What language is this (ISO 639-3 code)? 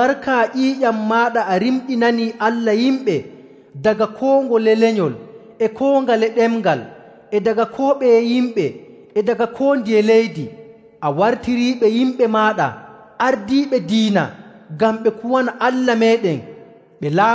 fuv